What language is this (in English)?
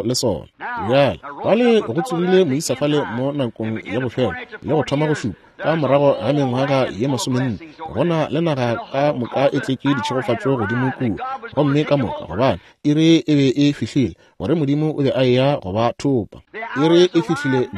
Northern Sotho